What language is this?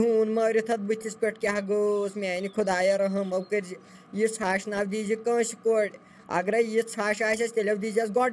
Kashmiri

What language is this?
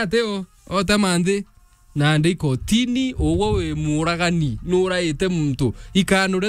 Meru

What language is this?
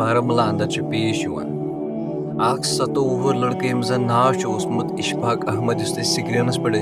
Kashmiri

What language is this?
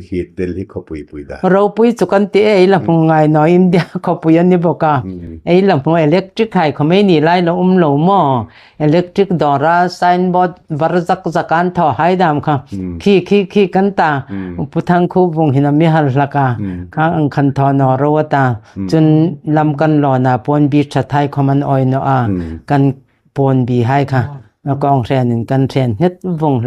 Hmar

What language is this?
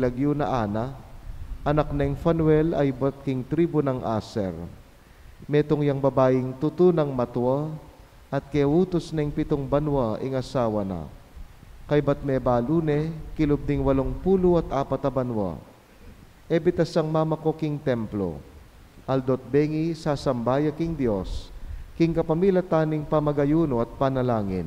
Pampanga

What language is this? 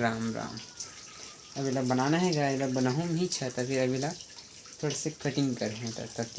Chhattisgarhi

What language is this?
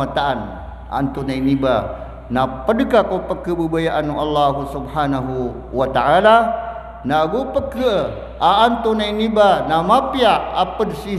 Maranao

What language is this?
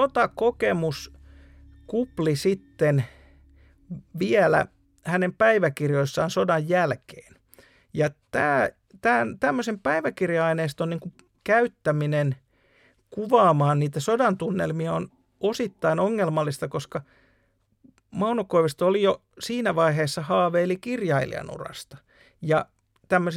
Finnish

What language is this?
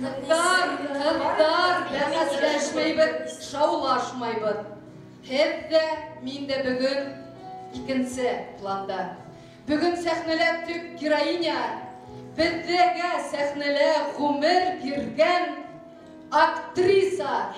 Bashkir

